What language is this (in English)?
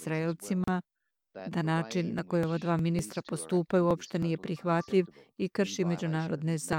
Serbian